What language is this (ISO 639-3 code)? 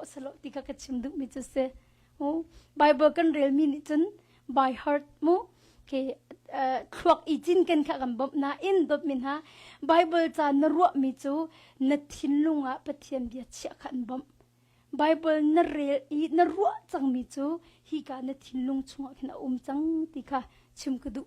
cnh